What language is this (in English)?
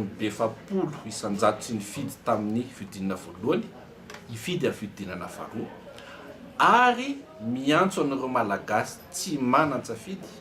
Malagasy